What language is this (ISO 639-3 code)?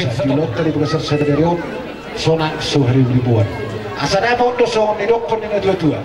bbc